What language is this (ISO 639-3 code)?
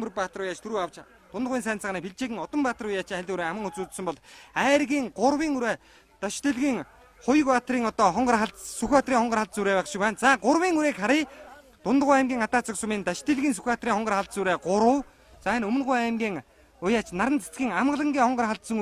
mon